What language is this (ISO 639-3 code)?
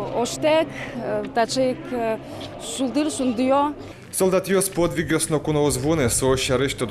udm